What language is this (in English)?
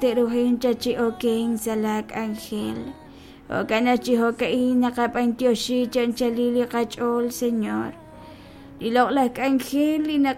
Kekchí